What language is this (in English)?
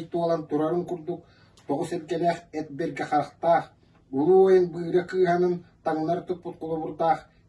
Yakut